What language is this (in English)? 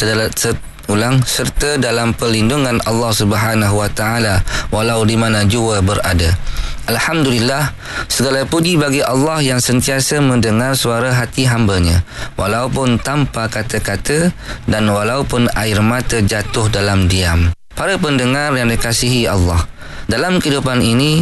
Malay